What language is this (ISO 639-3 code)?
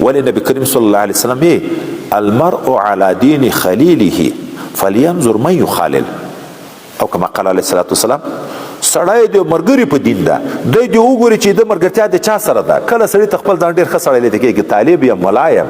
pus